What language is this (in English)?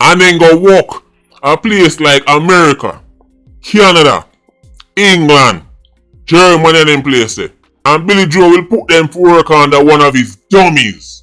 Jamaican Creole English